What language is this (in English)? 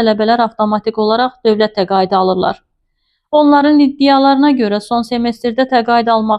Azerbaijani